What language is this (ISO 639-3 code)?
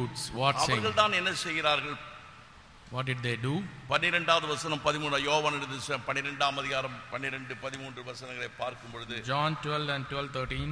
tam